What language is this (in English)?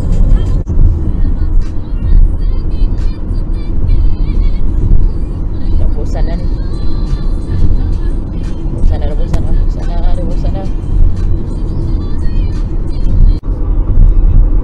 Malay